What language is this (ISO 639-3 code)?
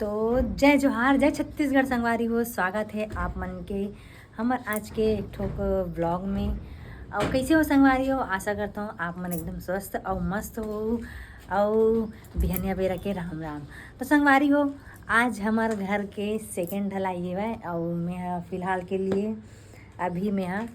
hne